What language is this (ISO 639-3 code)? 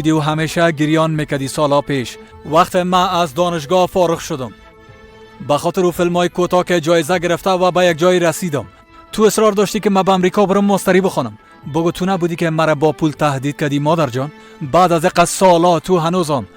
fas